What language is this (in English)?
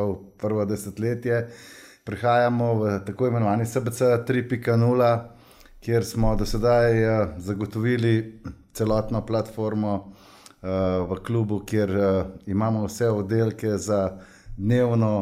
Slovenian